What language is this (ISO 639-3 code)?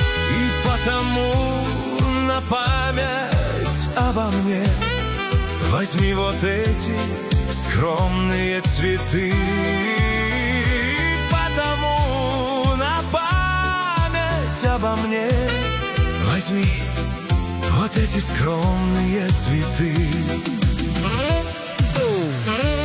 rus